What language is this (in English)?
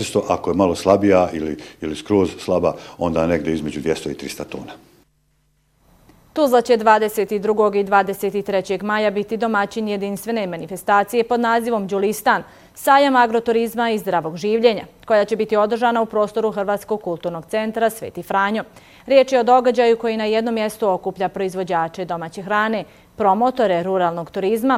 Bosnian